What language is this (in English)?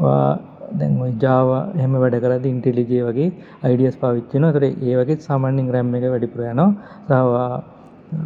Sinhala